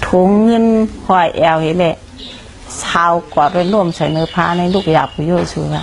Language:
Shan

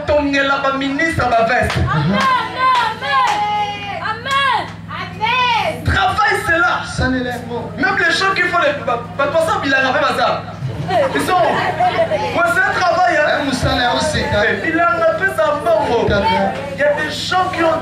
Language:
French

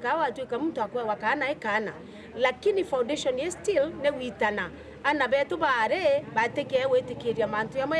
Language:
Meru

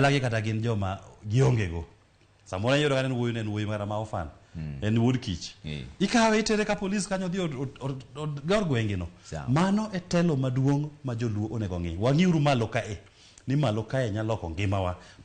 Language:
Luo (Kenya and Tanzania)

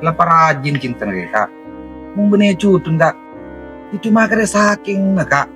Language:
Madurese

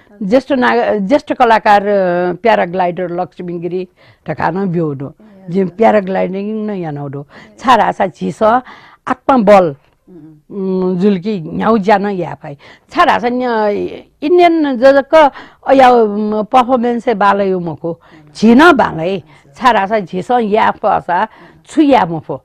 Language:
Newari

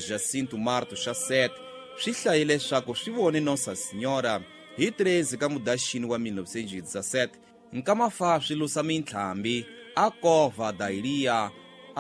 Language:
Tsonga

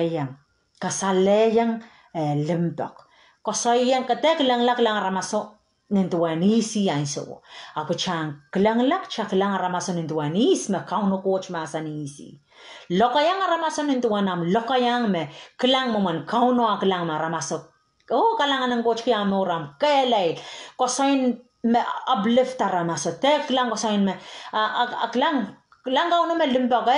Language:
Pohnpeian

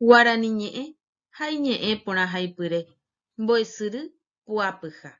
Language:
Guarani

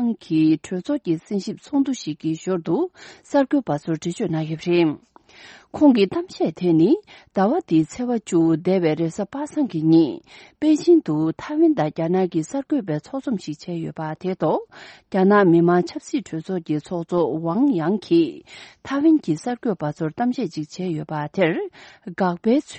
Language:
Tibetan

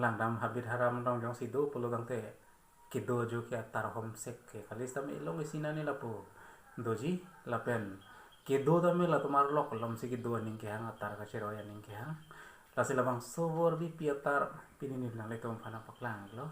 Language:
Karbi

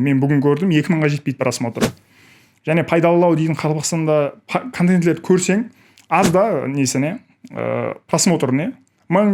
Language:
Kara-Kalpak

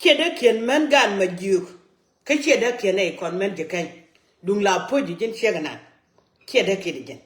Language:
Nuer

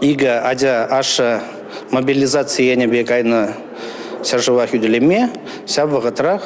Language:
Chuvash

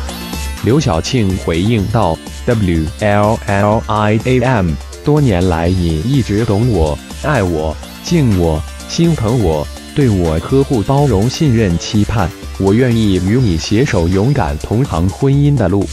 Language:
Chinese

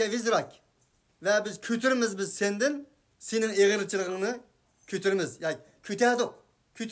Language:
Uyghur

